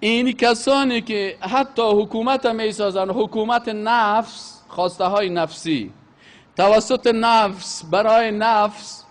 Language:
Persian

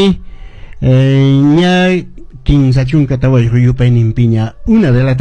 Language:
Quechua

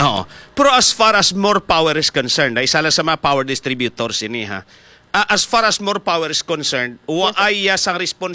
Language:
Hiligaynon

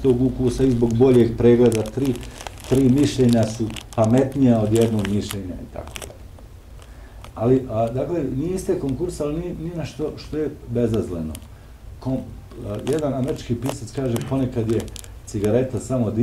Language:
Bosnian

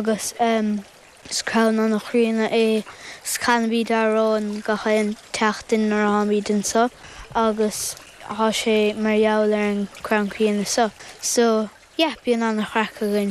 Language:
Irish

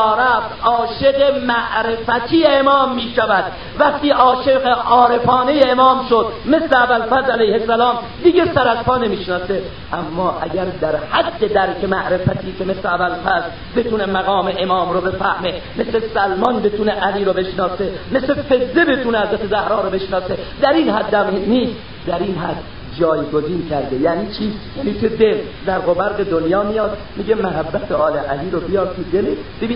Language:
Persian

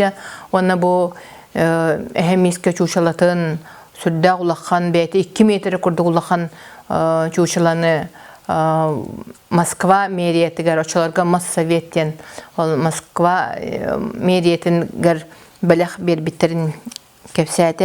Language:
Yakut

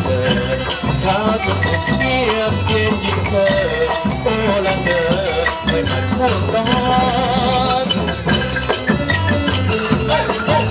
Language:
Thai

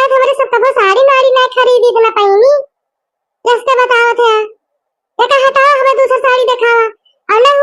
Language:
Awadhi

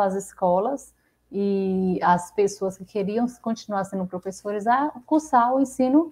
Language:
Portuguese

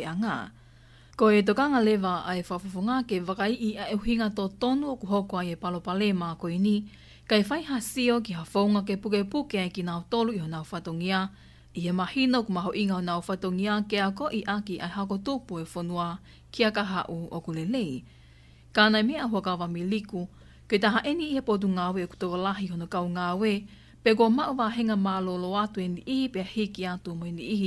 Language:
Tongan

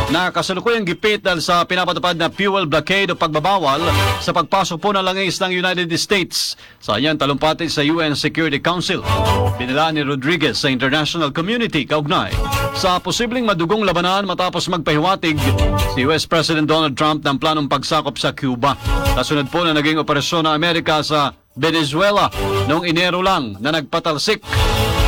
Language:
Filipino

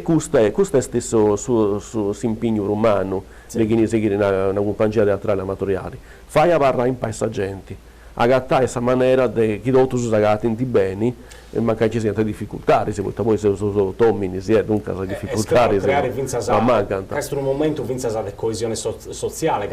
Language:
Sardinian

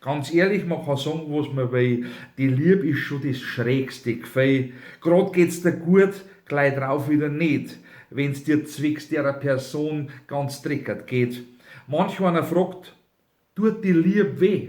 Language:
Bavarian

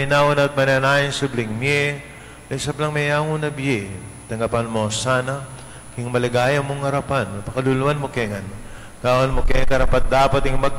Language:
Pampanga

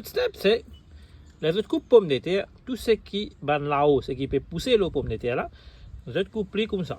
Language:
Morisyen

